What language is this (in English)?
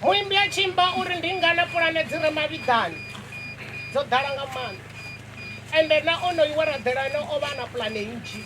Venda